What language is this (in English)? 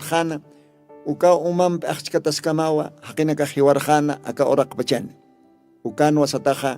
Aymara